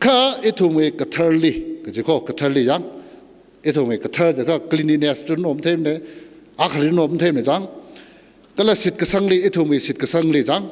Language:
Tangkhul Naga (India)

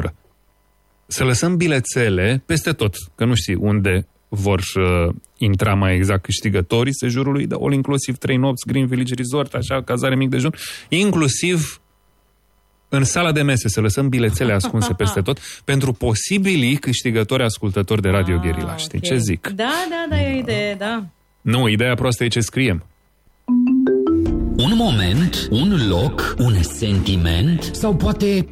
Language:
Romanian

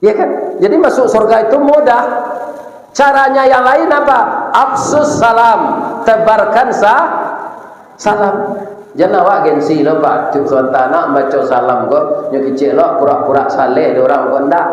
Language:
Minangkabau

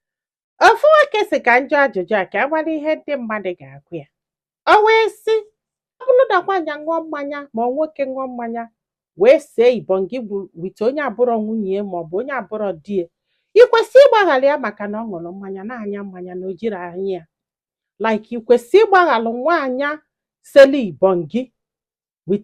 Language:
Igbo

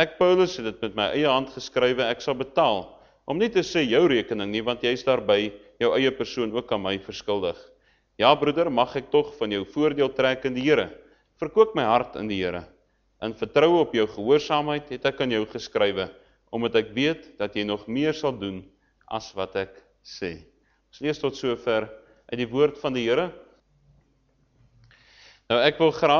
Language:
Afrikaans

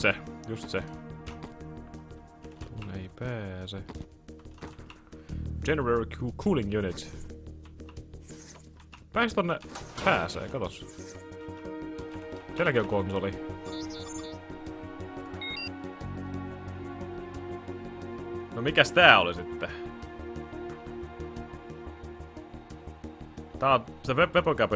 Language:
Finnish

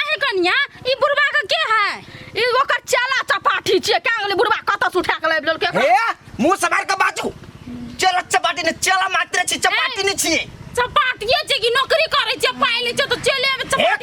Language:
Maithili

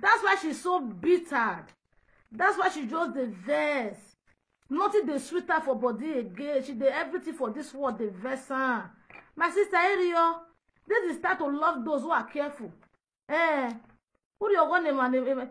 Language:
Nigerian Pidgin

